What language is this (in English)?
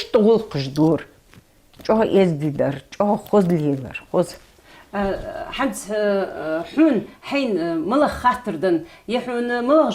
Ingush